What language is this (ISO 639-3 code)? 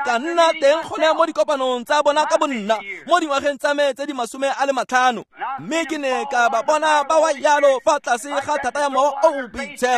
tsn